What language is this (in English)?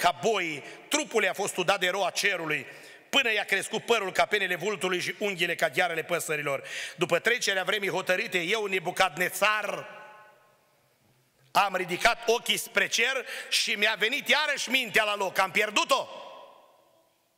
Romanian